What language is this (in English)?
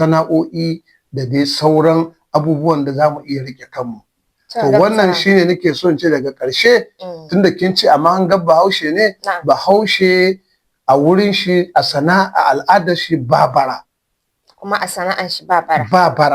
Hausa